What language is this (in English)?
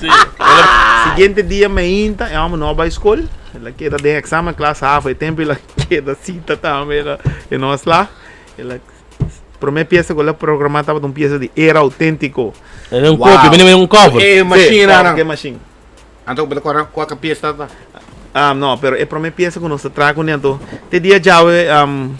Papiamento